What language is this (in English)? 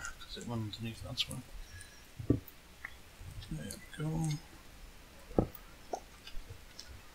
English